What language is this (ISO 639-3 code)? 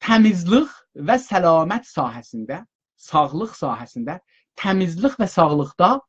azb